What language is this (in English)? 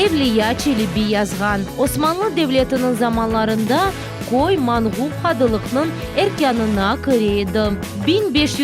Crimean Tatar